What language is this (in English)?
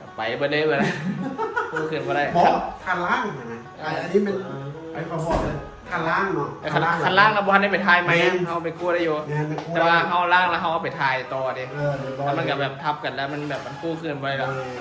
Northeastern Thai